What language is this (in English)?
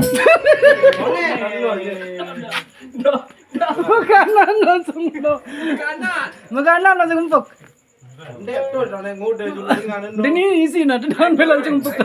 Sasak